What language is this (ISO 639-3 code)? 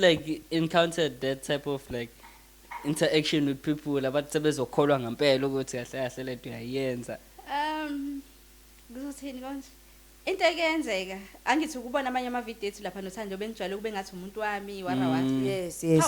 zul